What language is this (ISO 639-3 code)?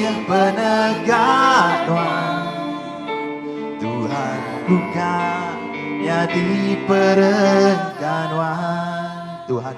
iba